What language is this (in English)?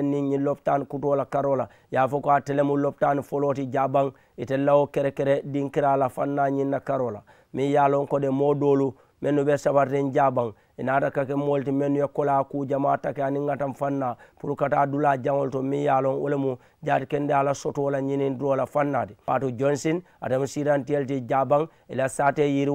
Mandingo